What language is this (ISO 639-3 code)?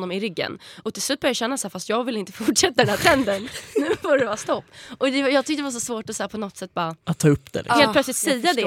swe